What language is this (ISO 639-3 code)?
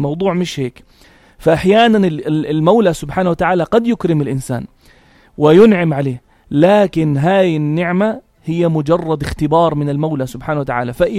apc